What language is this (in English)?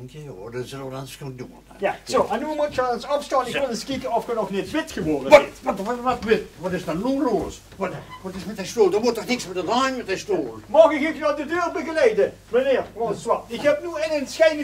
Limburgish